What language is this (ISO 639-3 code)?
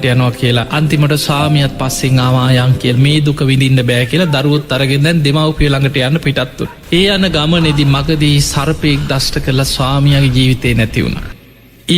sin